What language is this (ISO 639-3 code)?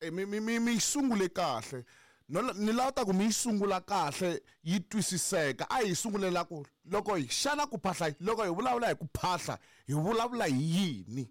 tso